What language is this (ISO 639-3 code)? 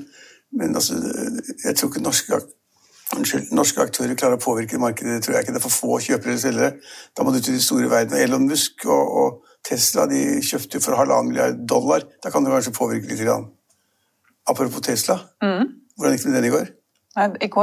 nor